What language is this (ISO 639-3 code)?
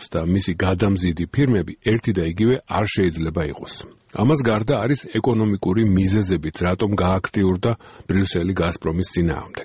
kat